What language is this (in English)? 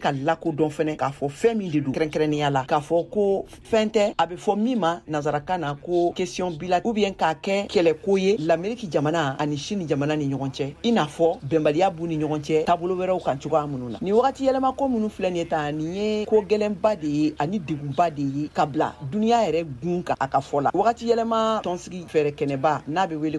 Bambara